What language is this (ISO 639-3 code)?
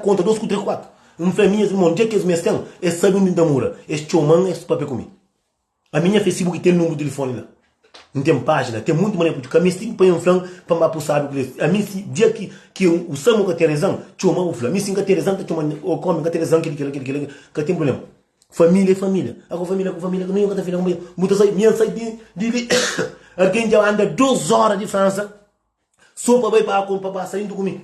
kea